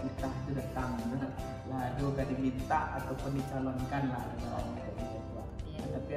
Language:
Minangkabau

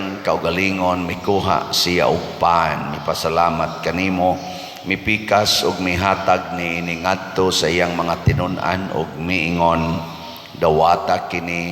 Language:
Cebuano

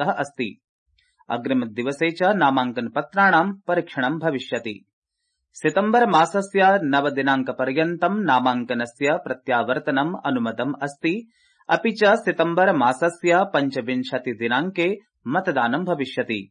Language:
Sanskrit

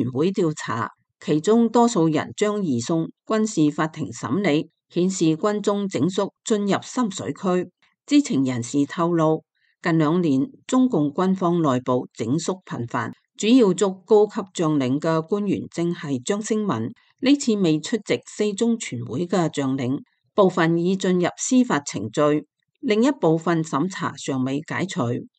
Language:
Cantonese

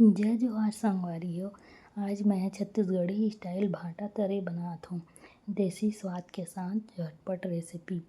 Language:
Chhattisgarhi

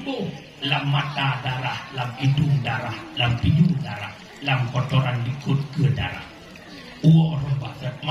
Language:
Achinese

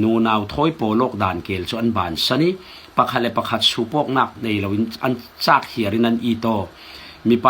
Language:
Falam Chin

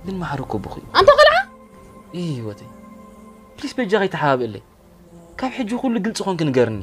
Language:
Tigrinya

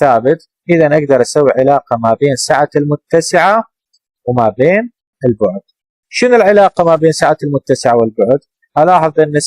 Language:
Mesopotamian Arabic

